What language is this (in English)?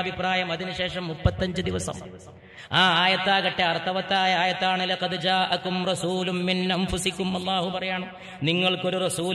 Malayalam